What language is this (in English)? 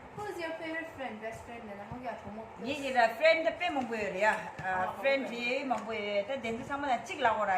Tibetan